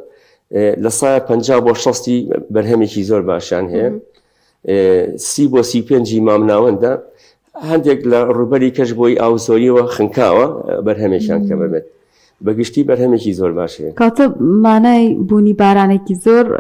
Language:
Central Kurdish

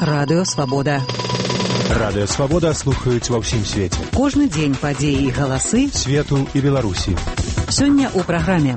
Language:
Belarusian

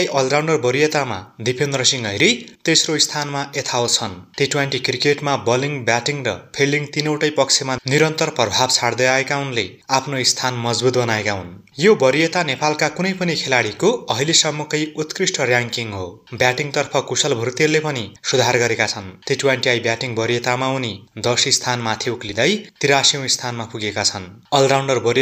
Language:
Nepali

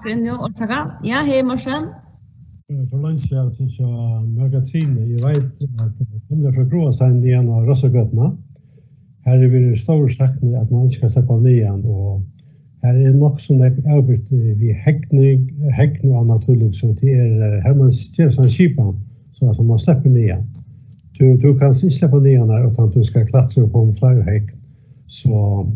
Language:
Faroese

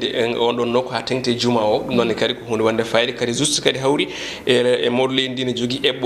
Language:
Fula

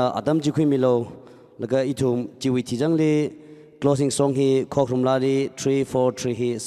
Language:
Tangkhul Naga (India)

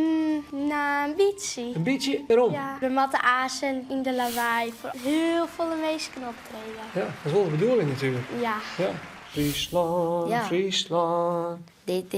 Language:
Western Frisian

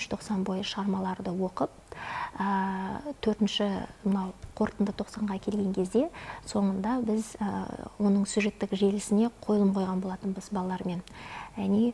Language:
Kazakh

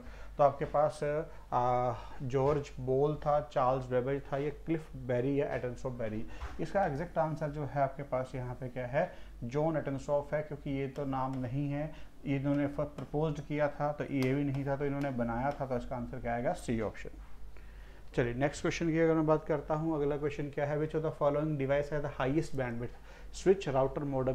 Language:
Hindi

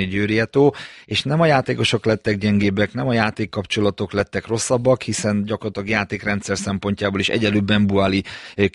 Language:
Hungarian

